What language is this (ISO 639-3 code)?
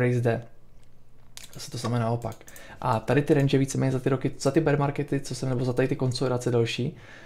ces